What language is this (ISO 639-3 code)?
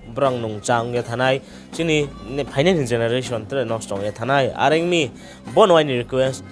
ria